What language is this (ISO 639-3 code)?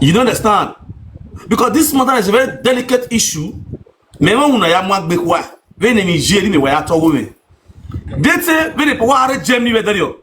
pcm